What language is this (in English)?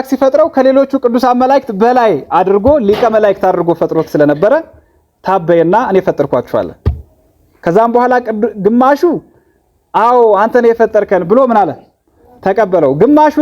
Amharic